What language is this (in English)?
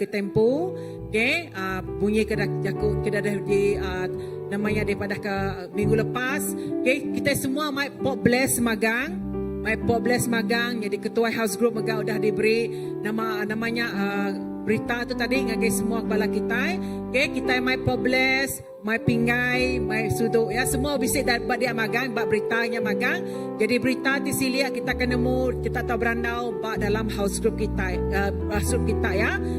Iban